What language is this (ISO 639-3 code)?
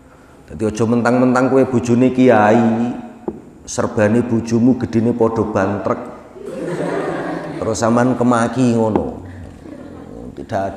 jav